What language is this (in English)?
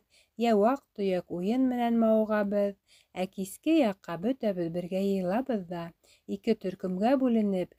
Bashkir